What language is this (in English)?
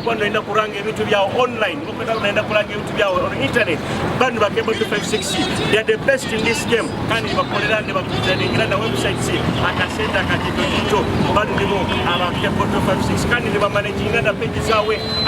Nyoro